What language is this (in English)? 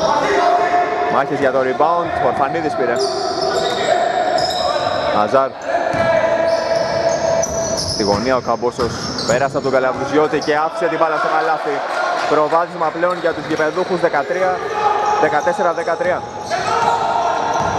Greek